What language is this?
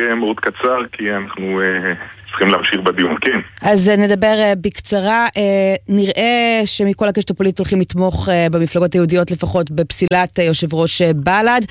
Hebrew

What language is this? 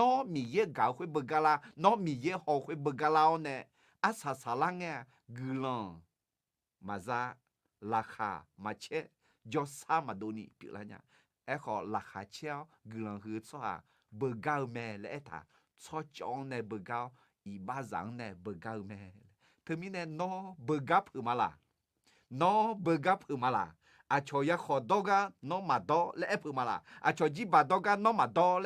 Akha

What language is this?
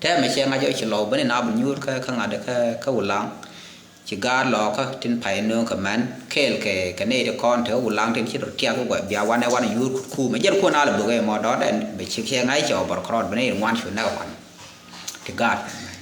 Nuer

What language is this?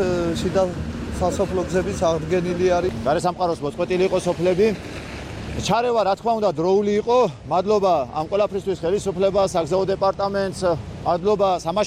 Georgian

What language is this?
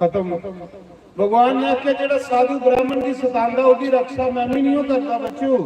Dogri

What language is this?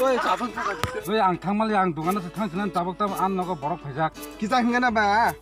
Kok Borok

